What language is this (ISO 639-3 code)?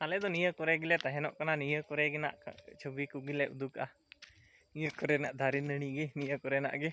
sat